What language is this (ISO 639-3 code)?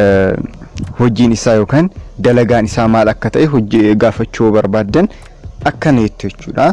orm